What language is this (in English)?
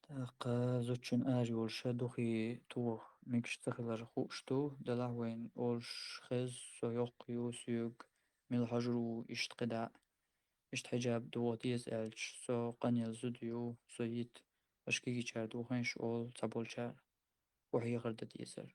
Chechen